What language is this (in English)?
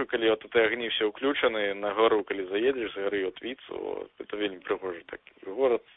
Belarusian